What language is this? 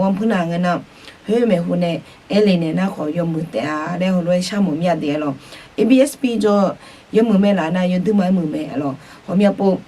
Akha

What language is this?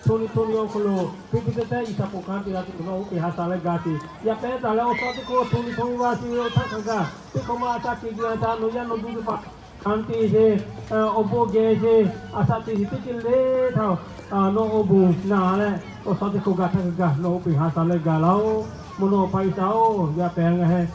Lahu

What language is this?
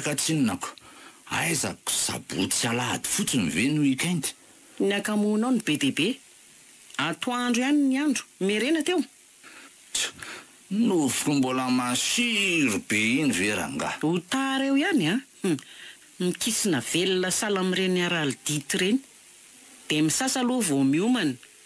Malagasy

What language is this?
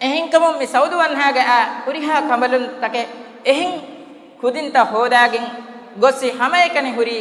Divehi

